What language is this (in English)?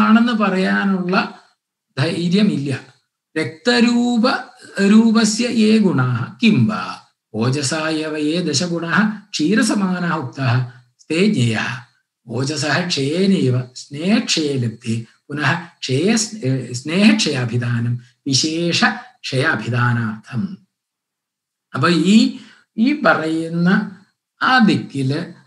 Malayalam